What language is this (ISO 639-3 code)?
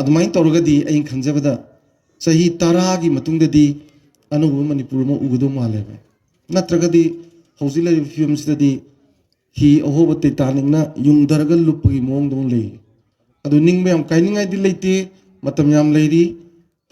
mni